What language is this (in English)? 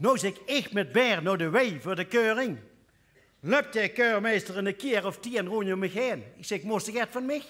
Limburgish